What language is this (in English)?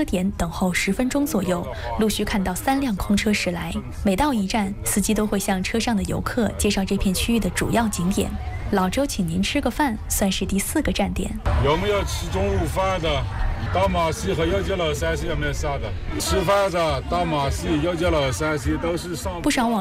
Chinese